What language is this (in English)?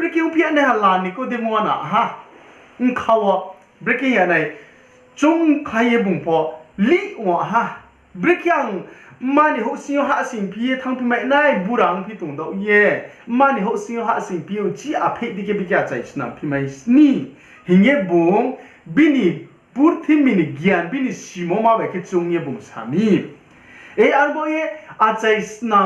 Riang (India)